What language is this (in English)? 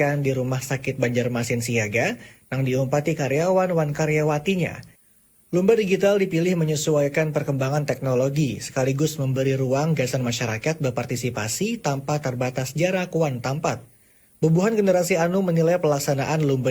Banjar